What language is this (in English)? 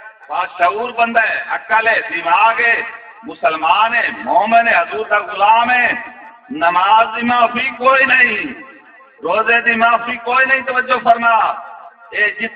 Saraiki